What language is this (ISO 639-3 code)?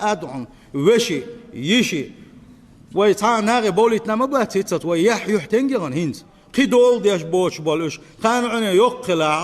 che